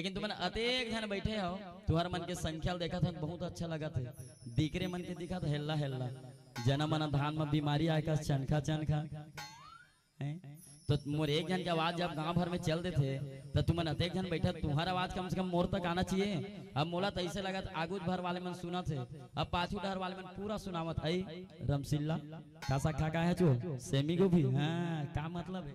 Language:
Chhattisgarhi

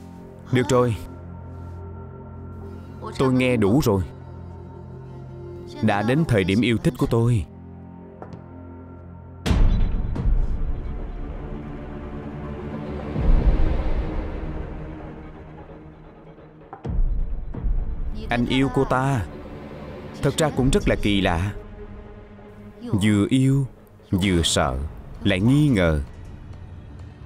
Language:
Vietnamese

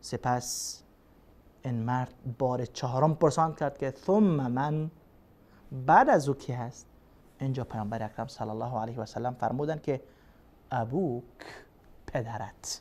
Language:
Persian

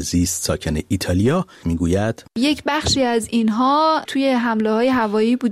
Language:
Persian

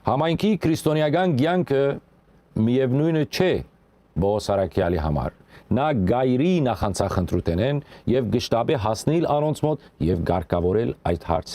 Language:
Western Armenian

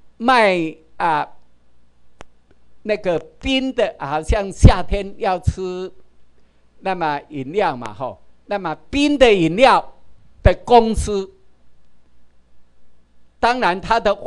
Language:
Chinese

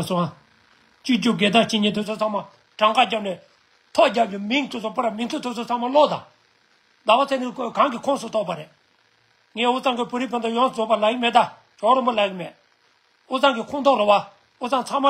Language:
Tibetan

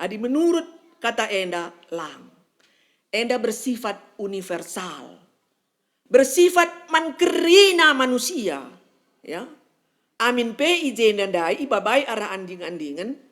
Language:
Batak Karo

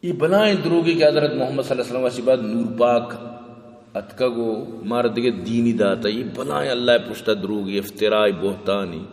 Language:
Baluchi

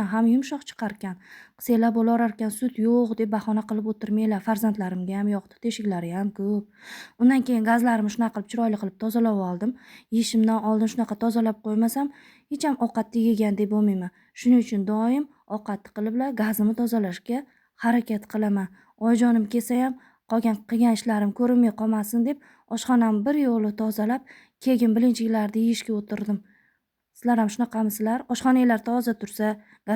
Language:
Uzbek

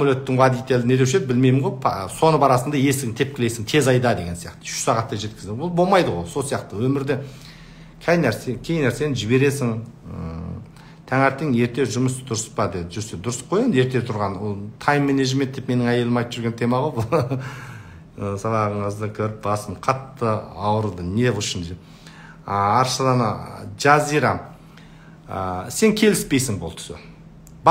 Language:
Kazakh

